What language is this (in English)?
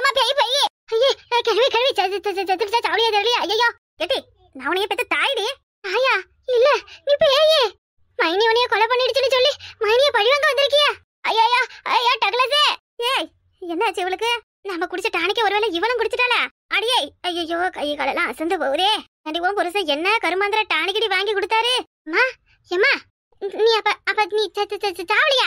Tamil